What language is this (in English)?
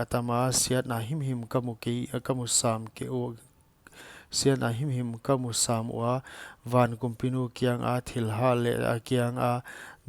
Paite Chin